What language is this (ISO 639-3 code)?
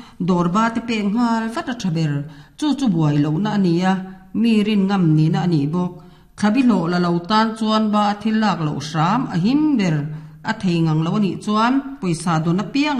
lus